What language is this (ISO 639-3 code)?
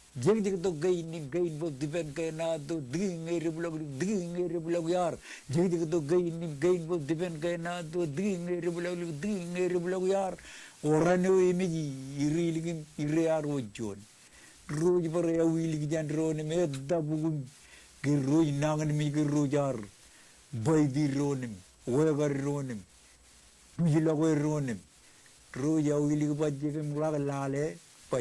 mah